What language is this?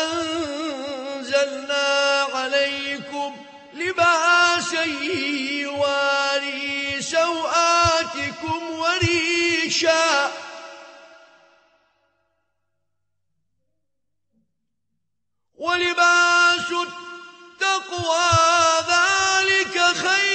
Arabic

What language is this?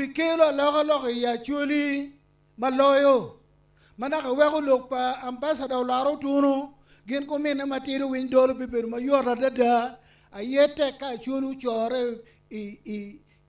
Acoli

